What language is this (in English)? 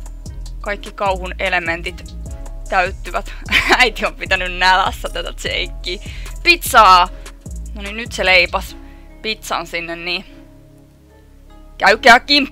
Finnish